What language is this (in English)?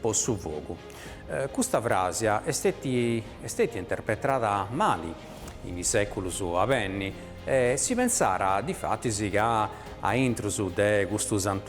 Sardinian